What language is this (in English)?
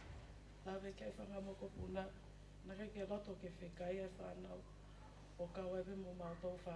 Tongan